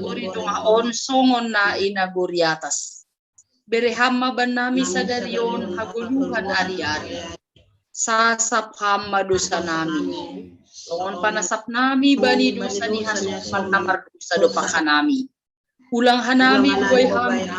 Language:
Batak Simalungun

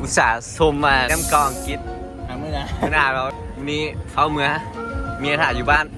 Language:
Lao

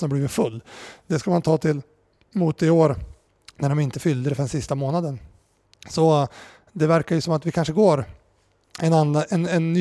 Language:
Swedish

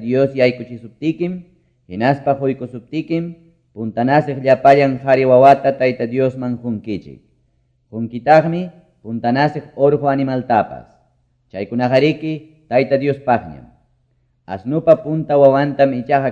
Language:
Quechua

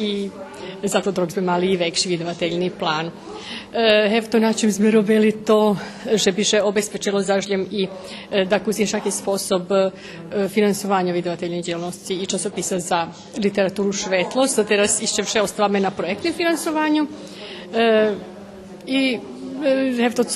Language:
Rusyn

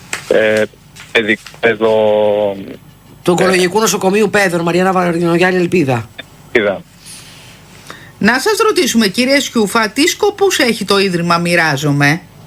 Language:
Greek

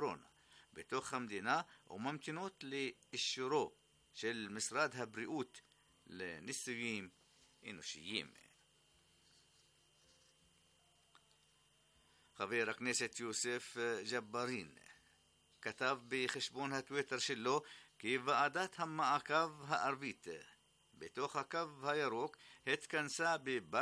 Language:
Hebrew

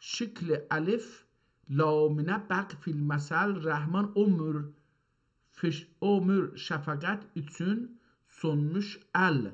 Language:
South Azerbaijani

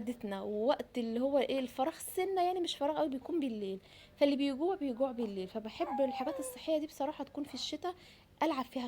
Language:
Egyptian Arabic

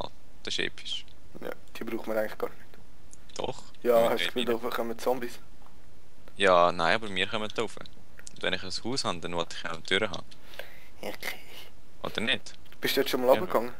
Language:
Swiss German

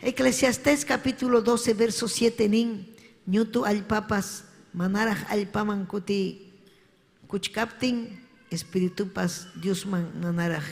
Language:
Ayacucho Quechua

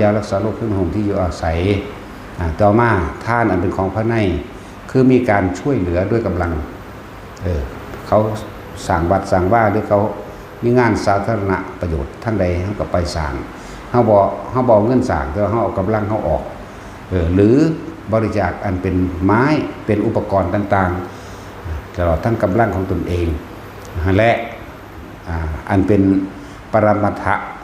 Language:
Northeastern Thai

